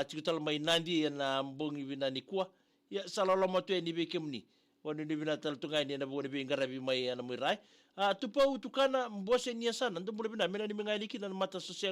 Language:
Fijian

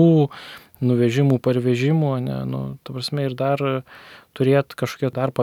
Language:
Lithuanian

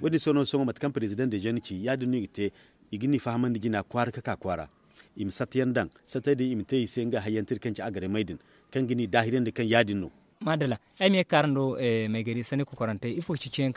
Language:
Zarma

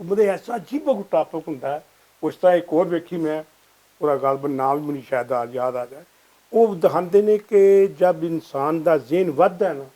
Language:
Western Panjabi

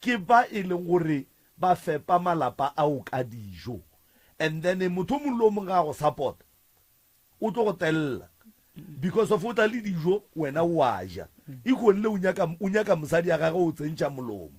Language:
Northern Sotho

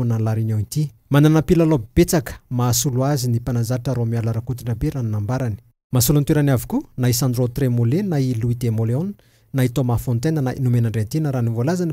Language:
Malagasy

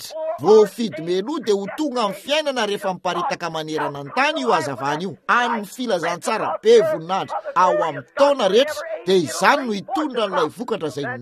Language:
Malagasy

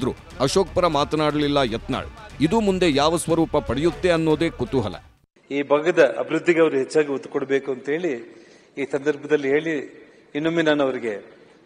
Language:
Kannada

